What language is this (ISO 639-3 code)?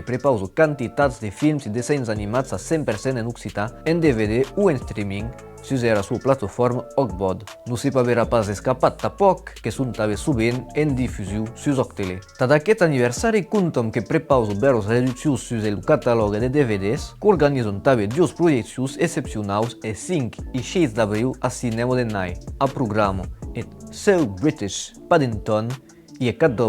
oci